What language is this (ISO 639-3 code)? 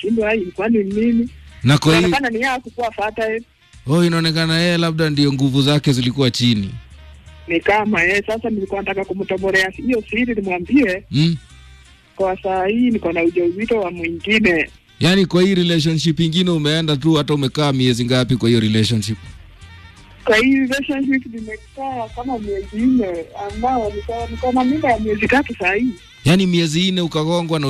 swa